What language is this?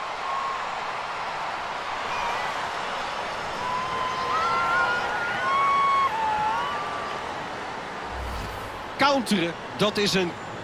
Dutch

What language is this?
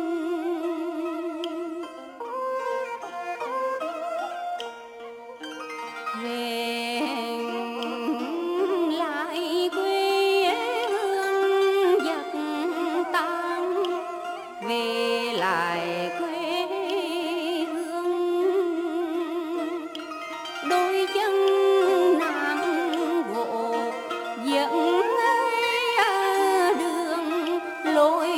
Vietnamese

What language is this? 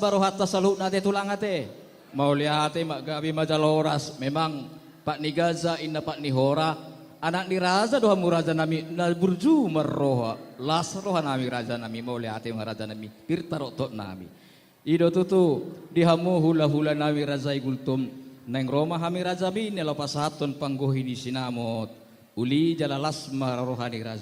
Batak Toba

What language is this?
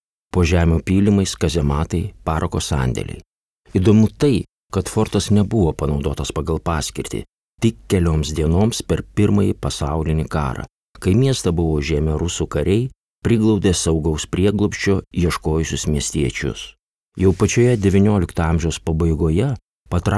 Lithuanian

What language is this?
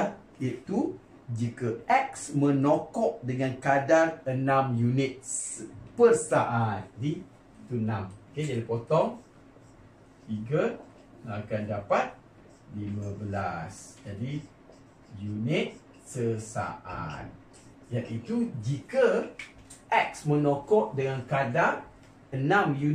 Malay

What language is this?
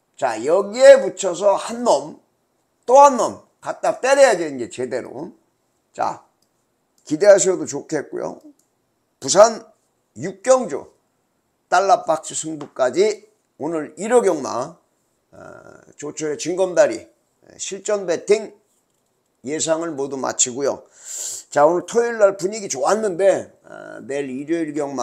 Korean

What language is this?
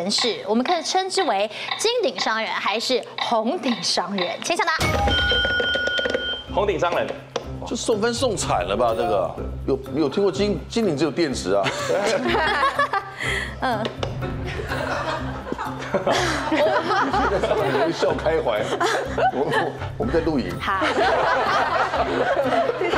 Chinese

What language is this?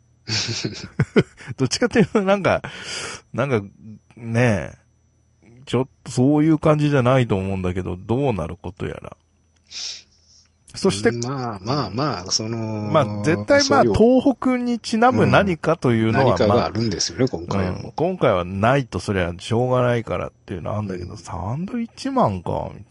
Japanese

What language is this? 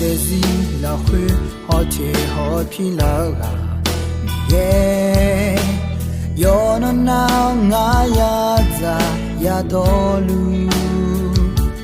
Akha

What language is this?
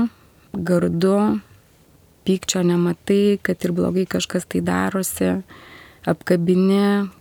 Lithuanian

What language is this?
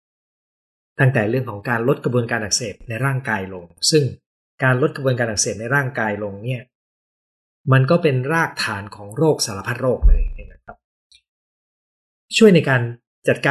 Thai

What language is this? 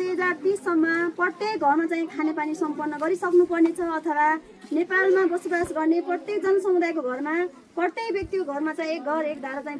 Nepali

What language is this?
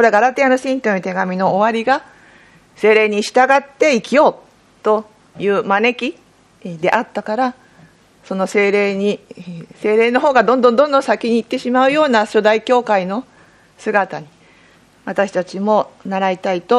Japanese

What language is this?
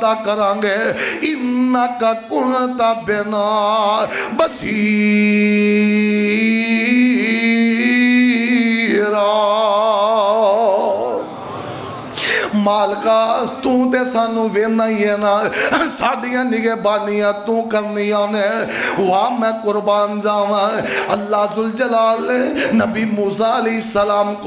Western Panjabi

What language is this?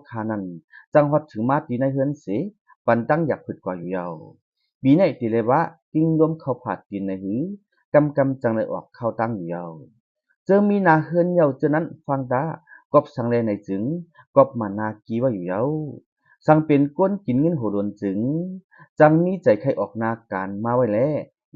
Shan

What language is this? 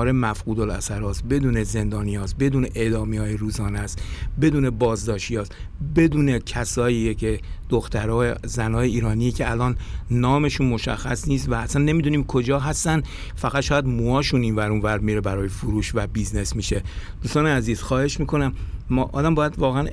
Persian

